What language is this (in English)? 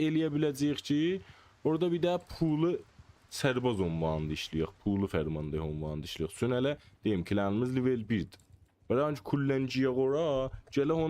South Azerbaijani